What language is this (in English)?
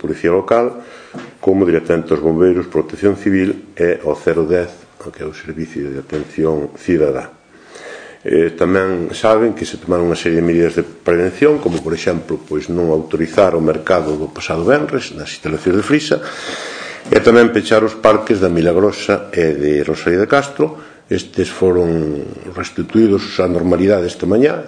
Galician